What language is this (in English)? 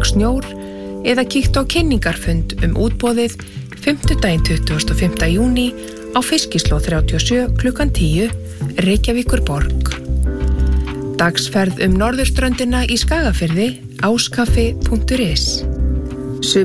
Icelandic